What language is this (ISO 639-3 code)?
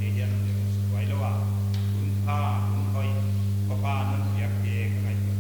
pck